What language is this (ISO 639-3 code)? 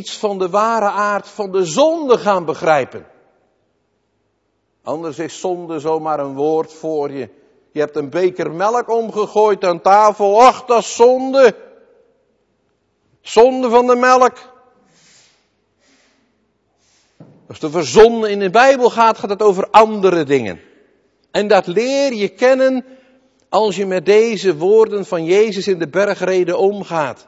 nld